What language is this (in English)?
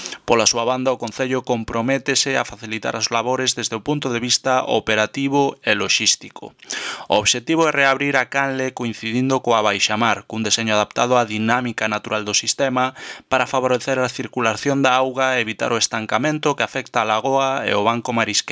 Galician